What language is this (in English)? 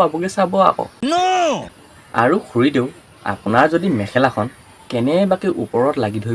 Assamese